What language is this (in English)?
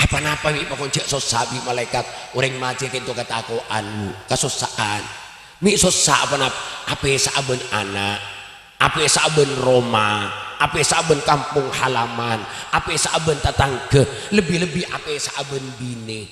Madurese